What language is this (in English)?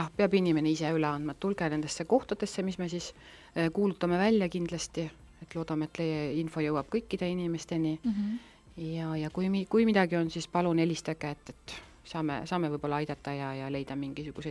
Estonian